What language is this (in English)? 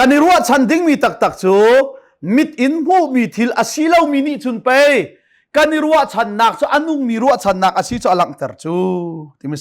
Hakha Chin